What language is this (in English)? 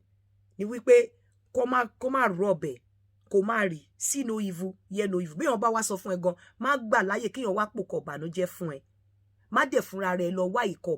Yoruba